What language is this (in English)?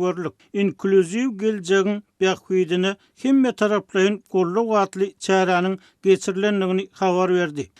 Turkmen